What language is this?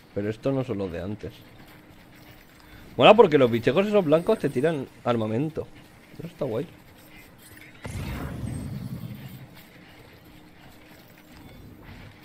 Spanish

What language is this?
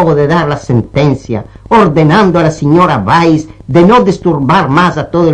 Ladino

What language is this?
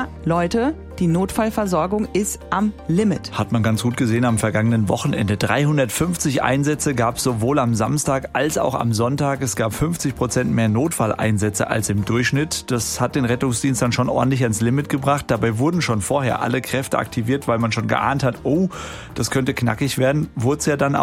German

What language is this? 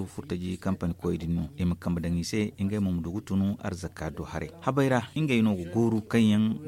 Zarma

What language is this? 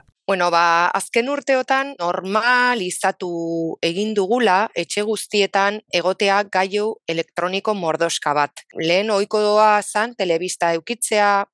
Basque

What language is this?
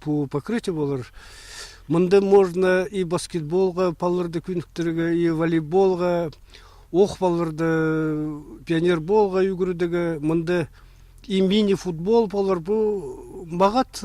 Khakas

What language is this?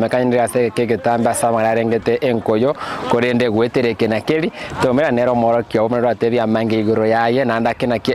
Gusii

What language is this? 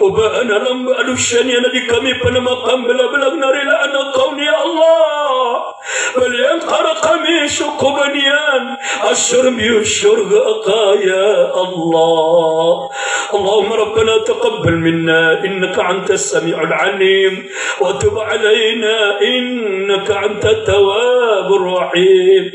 Maranao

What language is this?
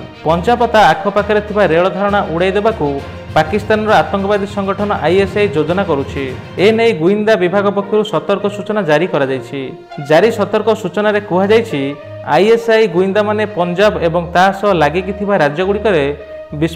Odia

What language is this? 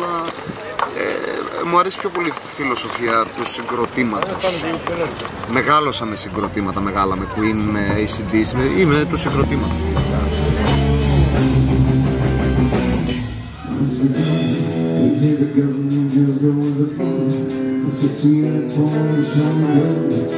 Greek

